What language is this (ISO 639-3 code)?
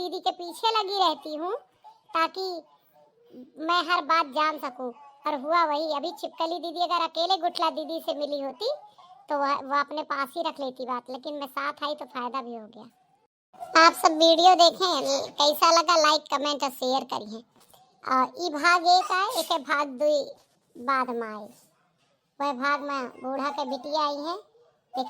awa